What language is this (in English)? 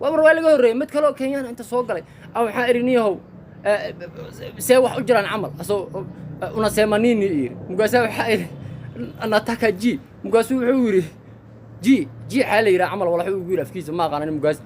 Somali